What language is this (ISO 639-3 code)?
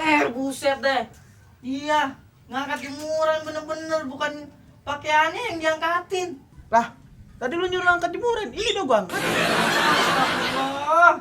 bew